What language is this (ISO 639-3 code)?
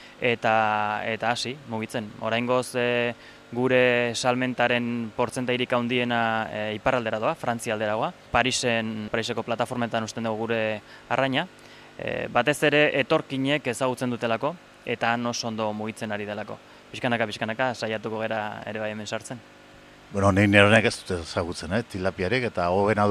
eus